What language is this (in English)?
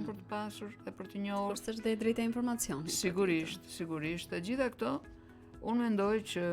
Albanian